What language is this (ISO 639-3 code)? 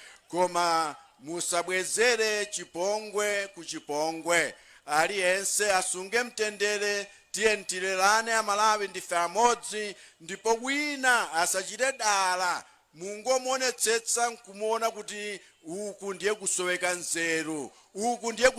nya